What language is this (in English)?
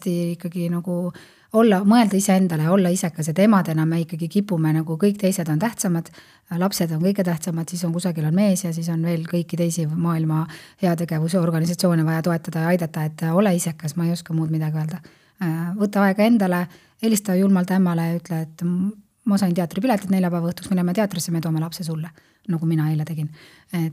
Estonian